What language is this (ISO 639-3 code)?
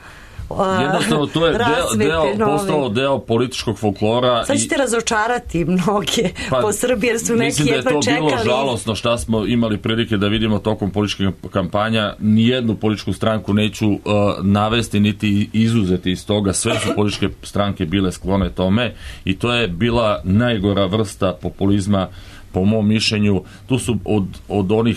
srp